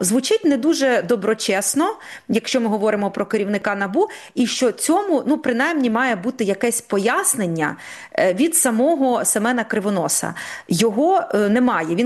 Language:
Ukrainian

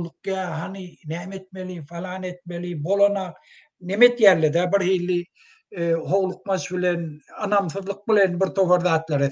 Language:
Turkmen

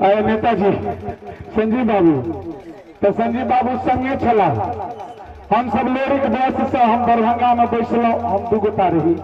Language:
Maithili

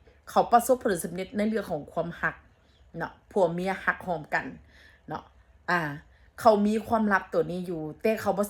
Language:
Northeastern Thai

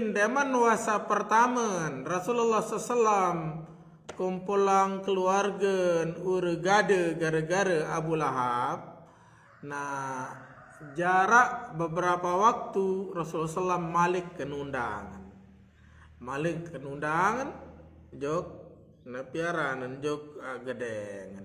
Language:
Sasak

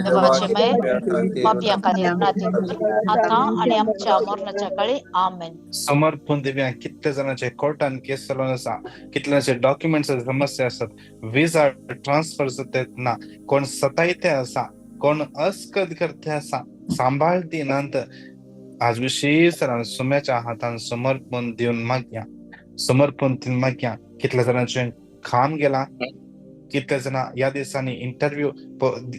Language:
Konkani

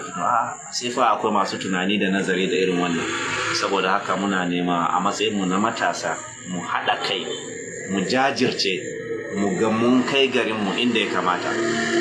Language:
Hausa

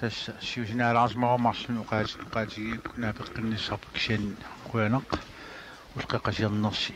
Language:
Kalaallisut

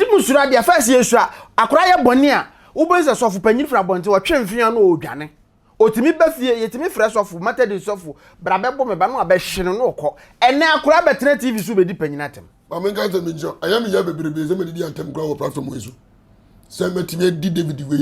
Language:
Akan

